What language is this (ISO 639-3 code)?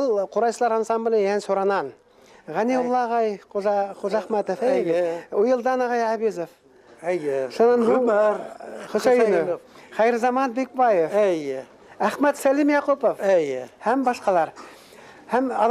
bak